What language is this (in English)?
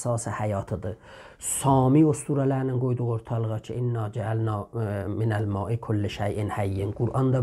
South Azerbaijani